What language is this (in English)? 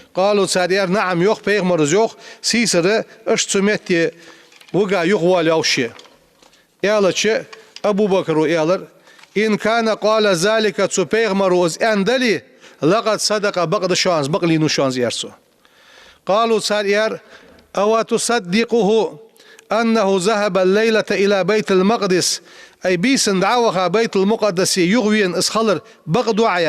Ingush